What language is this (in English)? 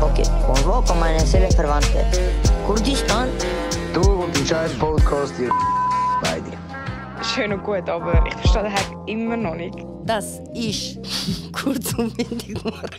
Swiss German